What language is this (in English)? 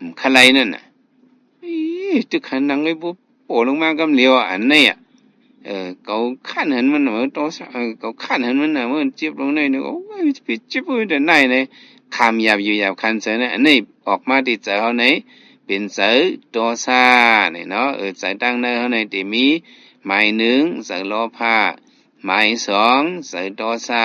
Shan